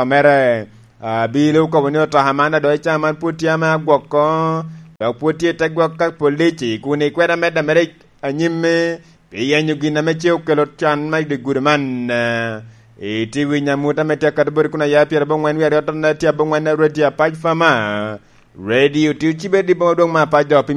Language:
Lango (Uganda)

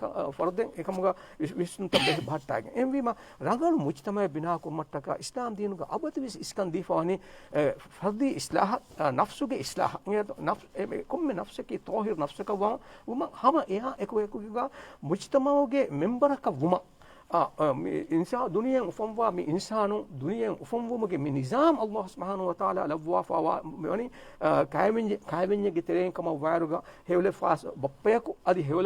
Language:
Divehi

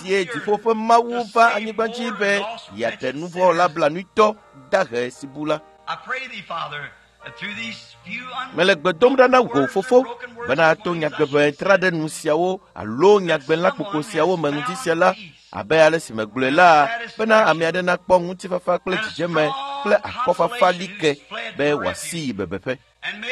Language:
Ewe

